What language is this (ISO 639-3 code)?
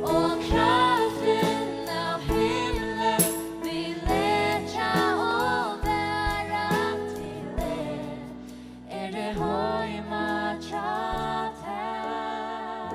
fao